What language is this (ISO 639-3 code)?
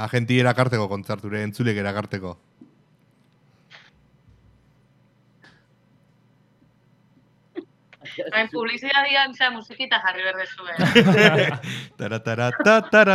eus